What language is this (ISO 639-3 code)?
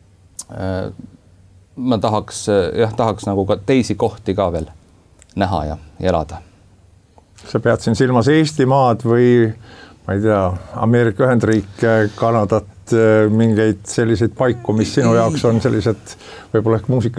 est